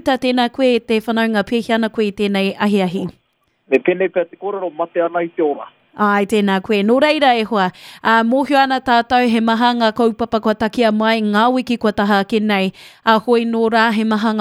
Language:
Māori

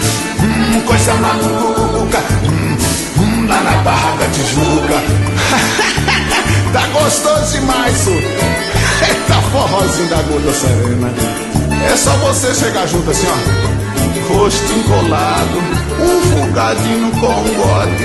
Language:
Portuguese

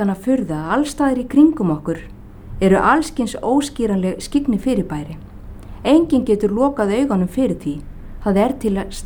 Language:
Icelandic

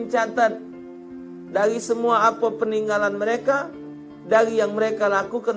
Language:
Musi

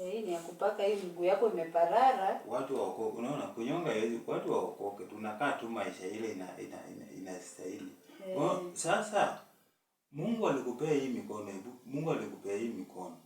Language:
Swahili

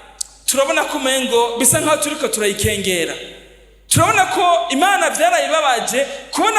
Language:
Rundi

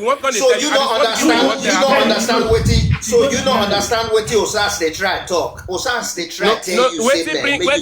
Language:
Nigerian Pidgin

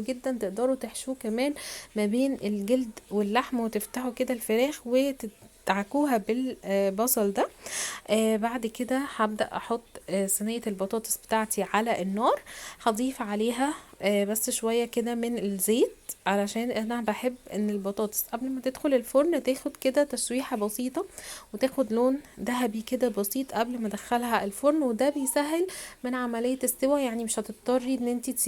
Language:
Egyptian Arabic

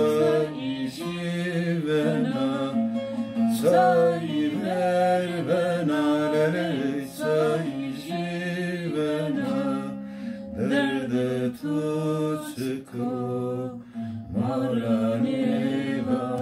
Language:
Zaza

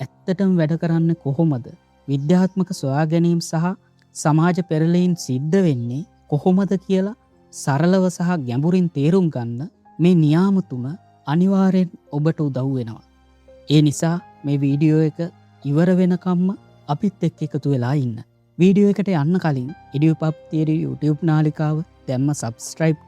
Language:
Sinhala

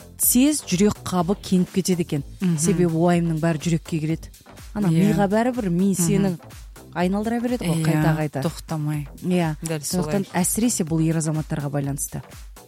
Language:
Kazakh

